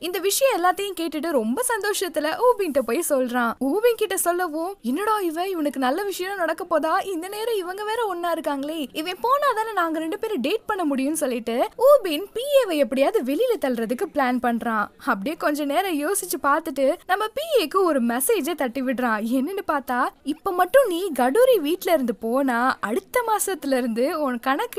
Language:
Tamil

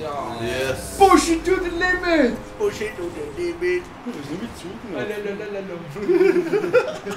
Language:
Swiss German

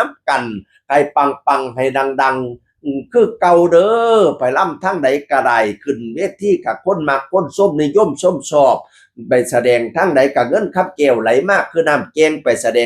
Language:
Northeastern Thai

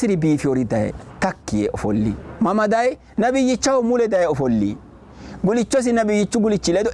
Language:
Sidamo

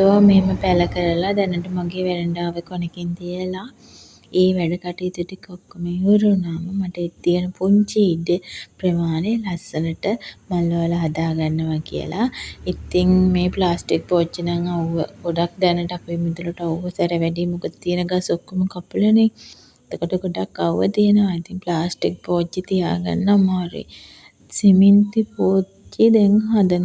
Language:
Sinhala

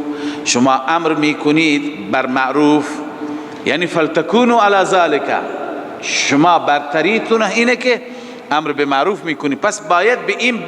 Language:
Persian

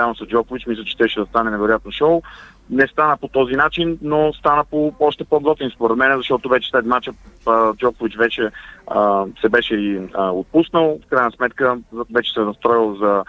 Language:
Bulgarian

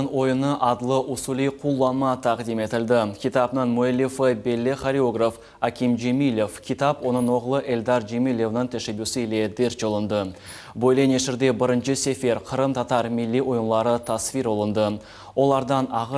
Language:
Crimean Tatar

